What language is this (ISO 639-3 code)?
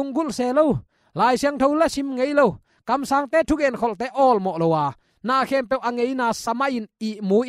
ctd